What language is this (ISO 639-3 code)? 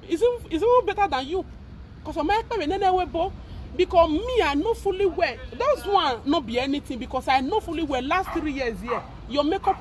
pcm